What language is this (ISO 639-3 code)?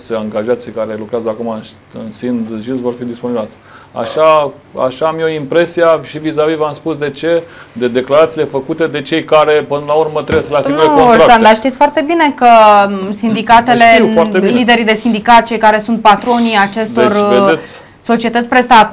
ron